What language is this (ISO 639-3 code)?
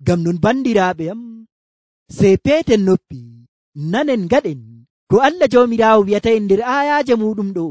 fuv